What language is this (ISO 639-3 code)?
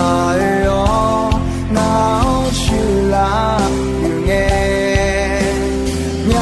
ahk